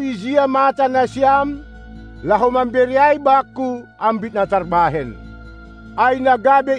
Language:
Batak Simalungun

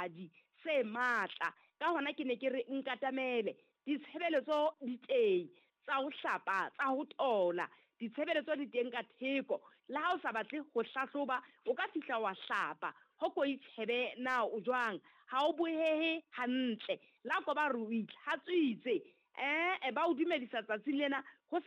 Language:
Southern Sotho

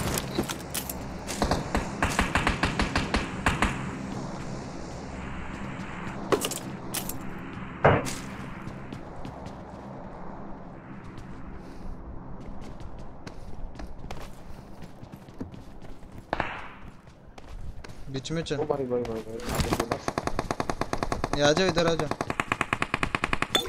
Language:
Hindi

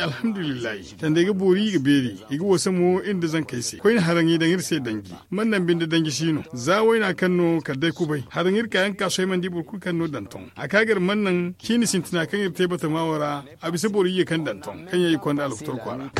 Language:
Zarma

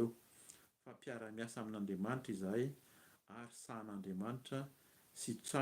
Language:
Malagasy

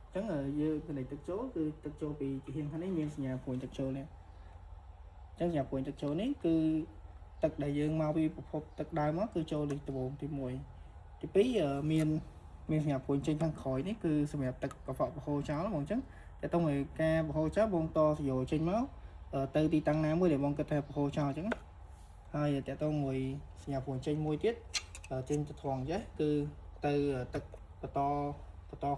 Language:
Khmer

